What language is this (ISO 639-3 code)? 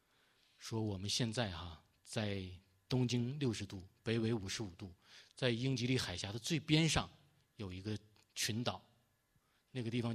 zho